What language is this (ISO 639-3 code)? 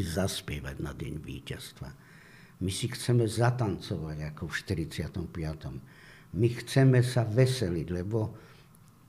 slk